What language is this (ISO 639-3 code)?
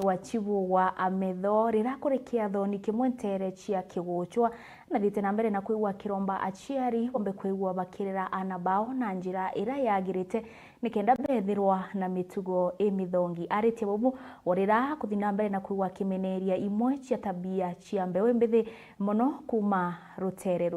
mer